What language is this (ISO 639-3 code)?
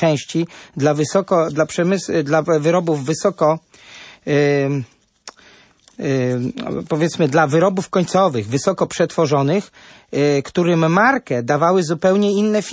pol